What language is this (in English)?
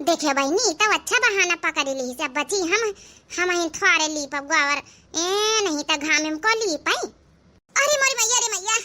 Awadhi